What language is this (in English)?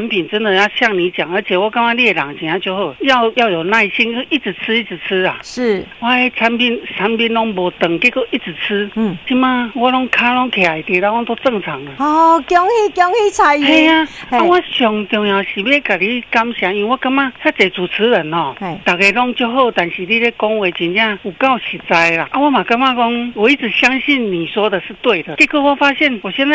Min Nan Chinese